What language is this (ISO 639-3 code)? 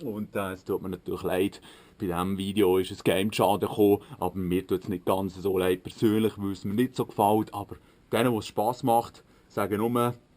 gsw